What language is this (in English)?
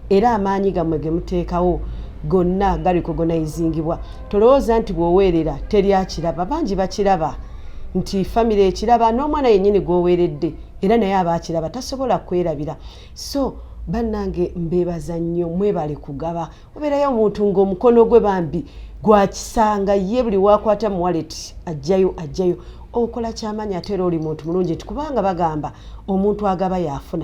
Ganda